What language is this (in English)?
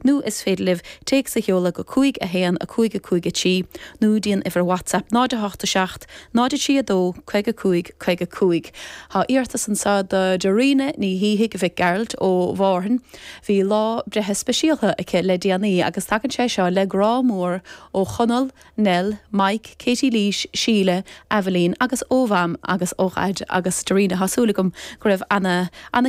Irish